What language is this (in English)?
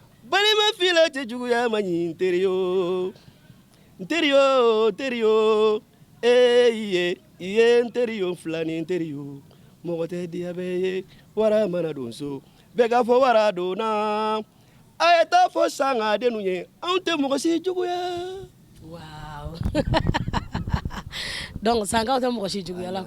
Bambara